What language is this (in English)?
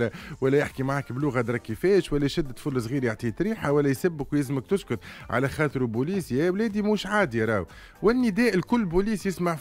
Tunisian Arabic